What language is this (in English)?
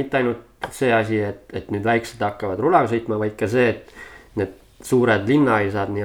Estonian